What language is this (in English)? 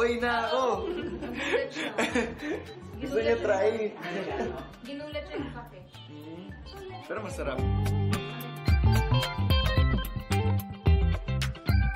Filipino